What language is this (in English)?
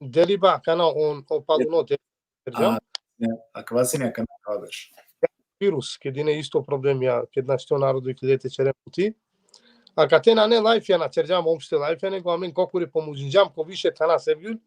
Balkan Romani